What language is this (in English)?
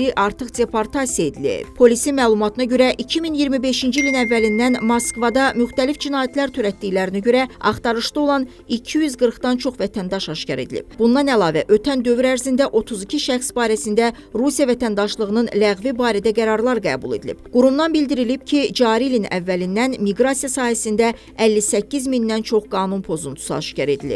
Azerbaijani